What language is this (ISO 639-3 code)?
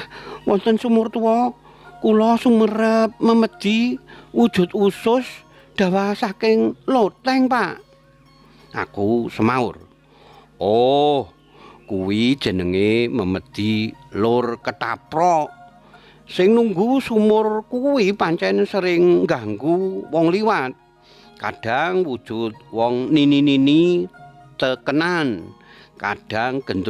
jav